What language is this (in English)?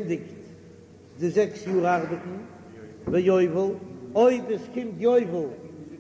Yiddish